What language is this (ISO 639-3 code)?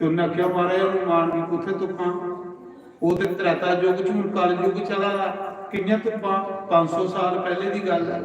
doi